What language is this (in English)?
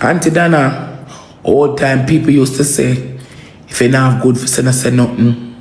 Jamaican Creole English